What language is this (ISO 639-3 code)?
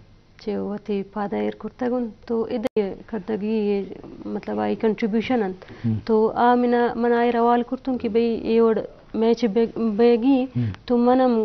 bal